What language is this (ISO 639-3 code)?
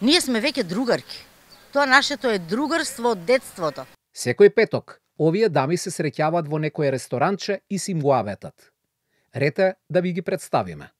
mkd